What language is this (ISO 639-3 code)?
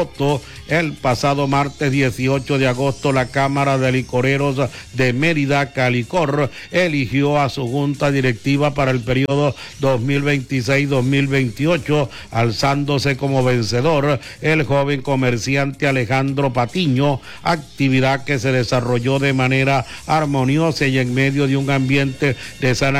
spa